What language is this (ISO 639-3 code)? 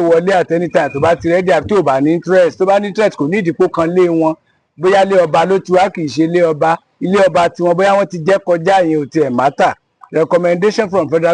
yor